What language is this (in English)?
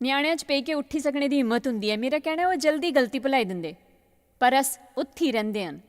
Dogri